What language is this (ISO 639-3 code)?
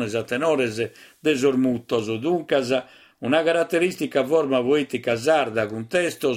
srd